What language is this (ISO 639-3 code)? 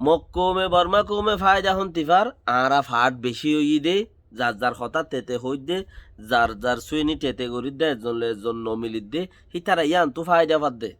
rhg